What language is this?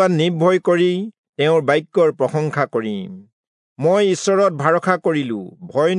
Assamese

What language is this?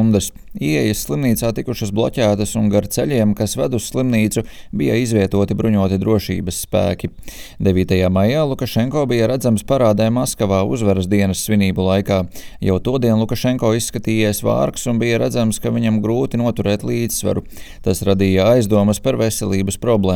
Latvian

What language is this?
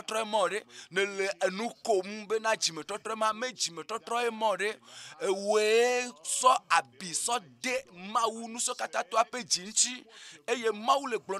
Ewe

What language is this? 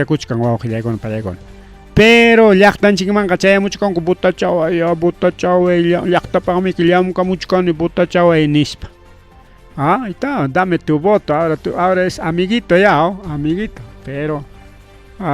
Ayacucho Quechua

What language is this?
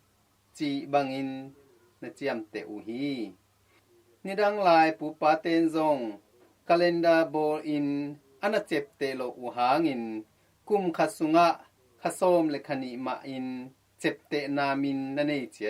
Tedim Chin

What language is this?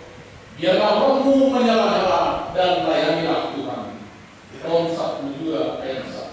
Batak Simalungun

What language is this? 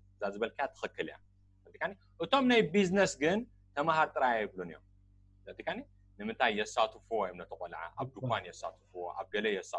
Tigrinya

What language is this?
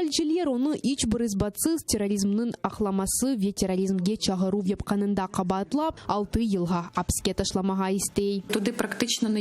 Crimean Tatar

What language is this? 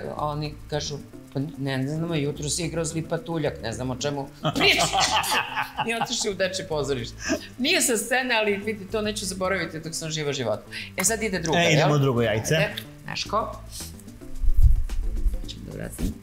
Serbian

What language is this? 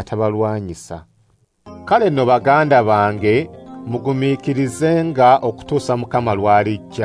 Ganda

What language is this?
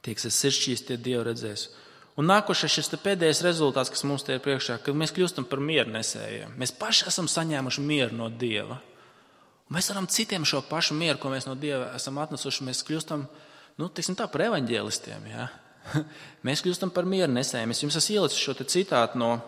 Latvian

